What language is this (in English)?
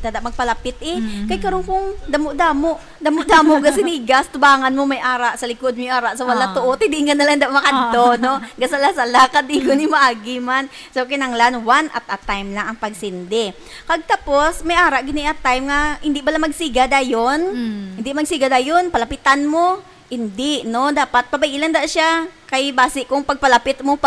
Hiligaynon